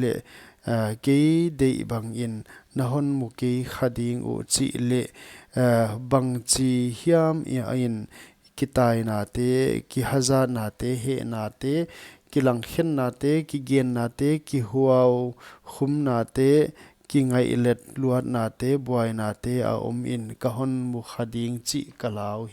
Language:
Paite Chin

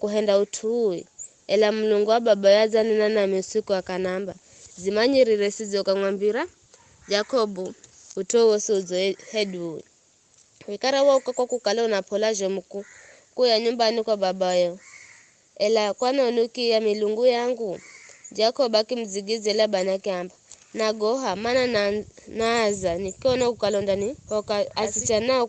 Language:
Giryama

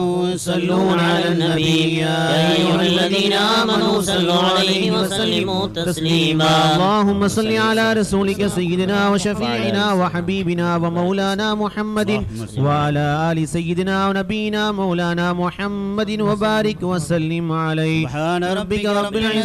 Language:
Arabic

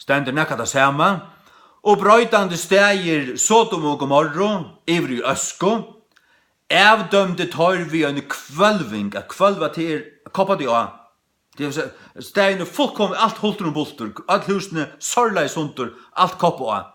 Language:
Faroese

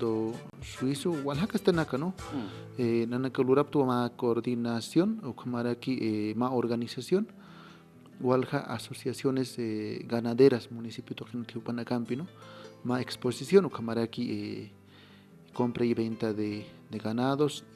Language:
Aymara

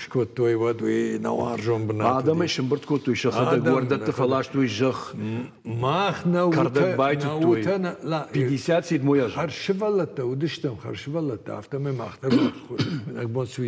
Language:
Ossetic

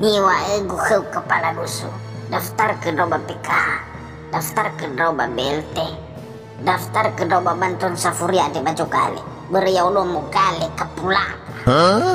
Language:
Nias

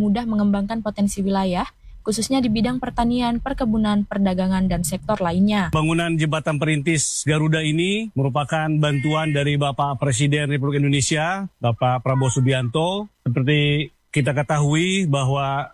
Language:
Indonesian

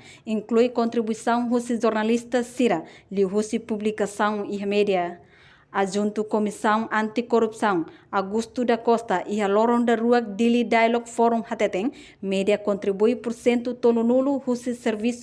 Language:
Tetum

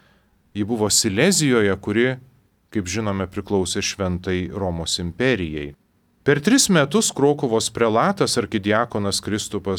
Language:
Lithuanian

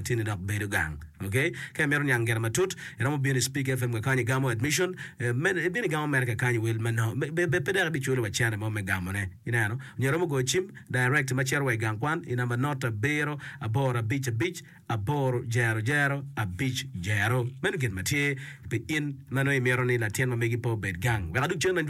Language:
Acoli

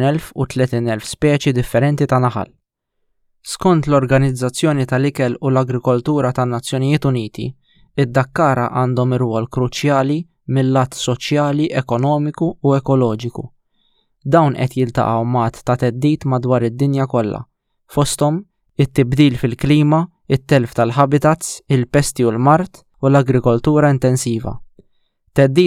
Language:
Maltese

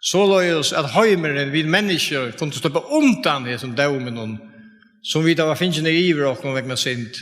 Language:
Faroese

